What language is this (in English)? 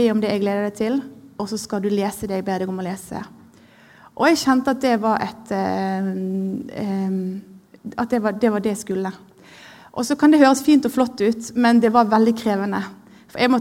Norwegian